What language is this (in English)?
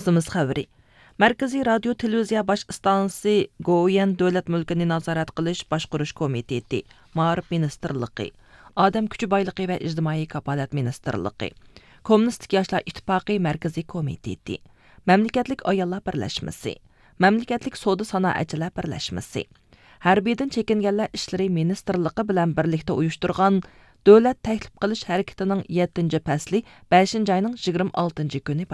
Uyghur